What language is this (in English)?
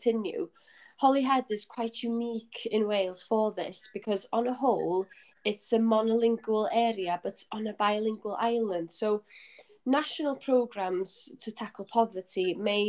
English